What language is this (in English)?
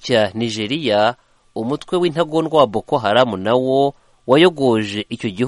Kinyarwanda